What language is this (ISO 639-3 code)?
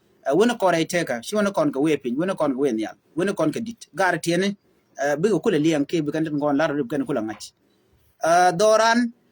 nus